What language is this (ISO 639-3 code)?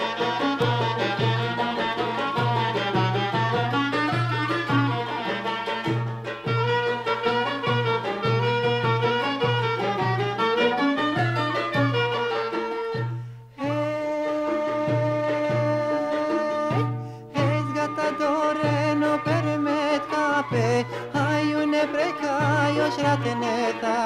ron